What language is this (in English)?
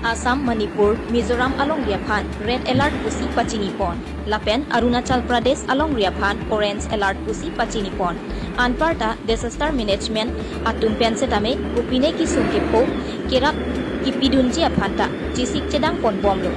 Karbi